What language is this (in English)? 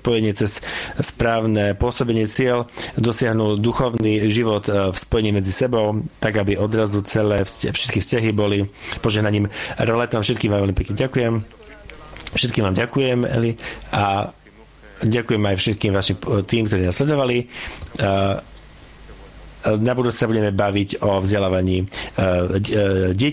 Slovak